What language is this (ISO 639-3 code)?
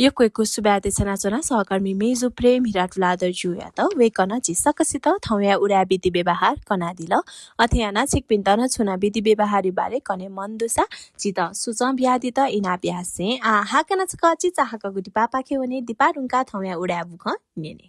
new